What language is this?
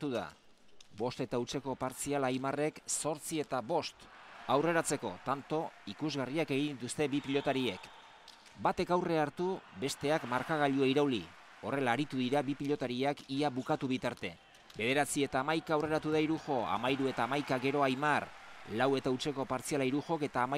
Basque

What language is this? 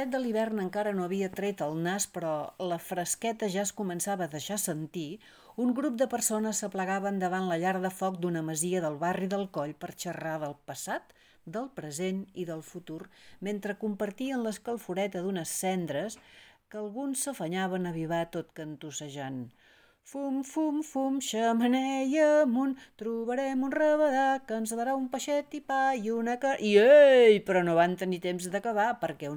Catalan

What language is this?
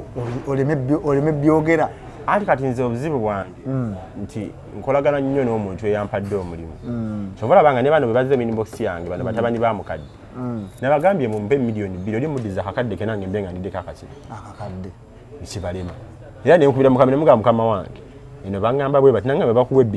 Ganda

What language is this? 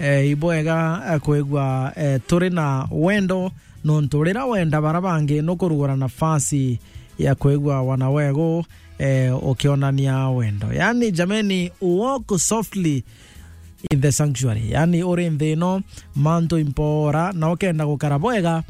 Meru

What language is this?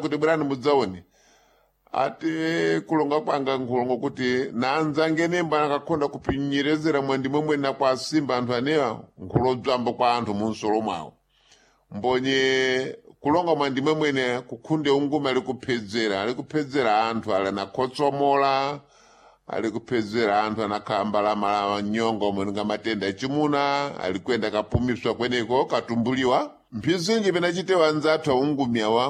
Sena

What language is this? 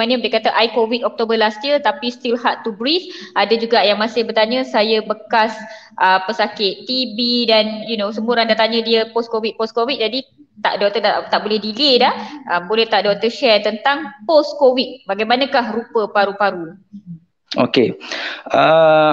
Malay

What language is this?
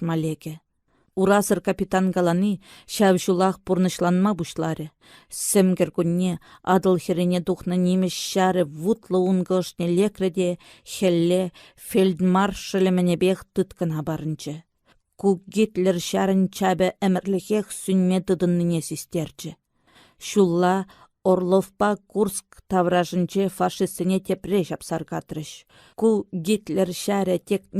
Chuvash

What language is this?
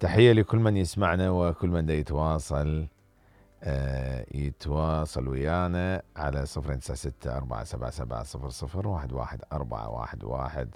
Mesopotamian Arabic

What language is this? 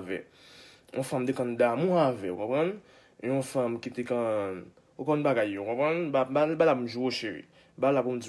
Haitian Creole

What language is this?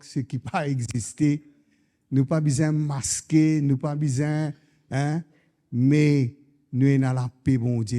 Morisyen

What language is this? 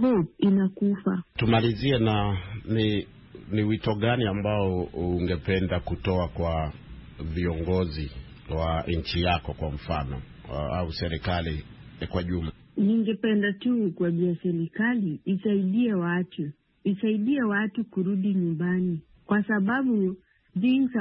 Swahili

